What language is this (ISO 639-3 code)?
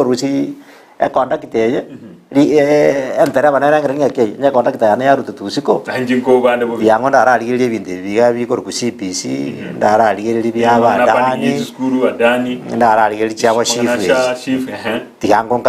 guz